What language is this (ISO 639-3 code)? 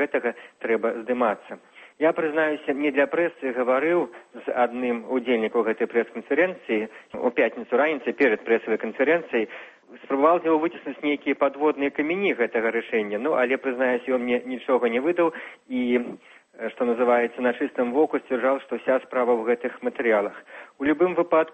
bel